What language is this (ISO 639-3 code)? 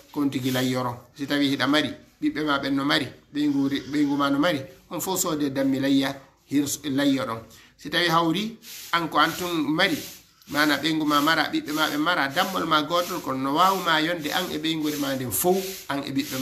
ful